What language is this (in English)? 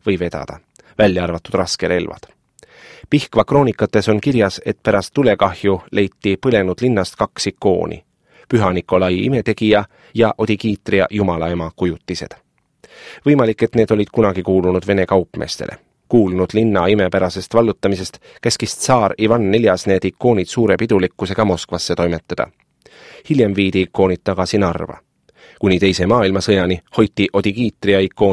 Estonian